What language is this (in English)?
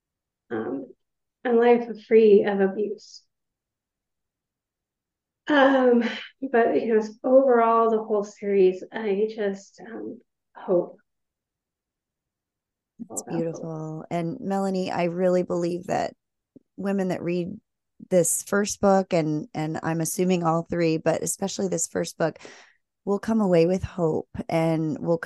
English